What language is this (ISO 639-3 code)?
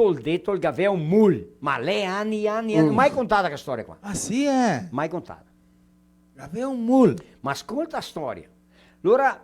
vec